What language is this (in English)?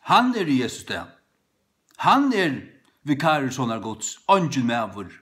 Faroese